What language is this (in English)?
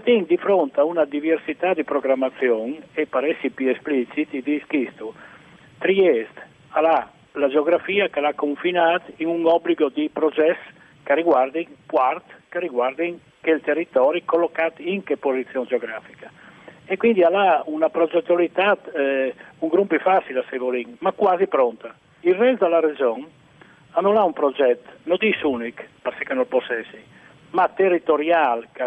Friulian